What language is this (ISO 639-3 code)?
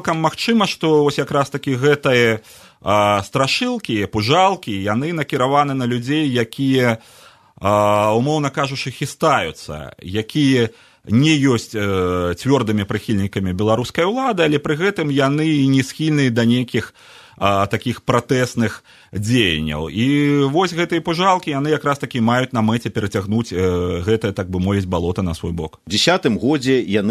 bel